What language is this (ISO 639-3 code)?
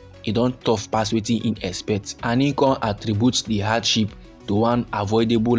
pcm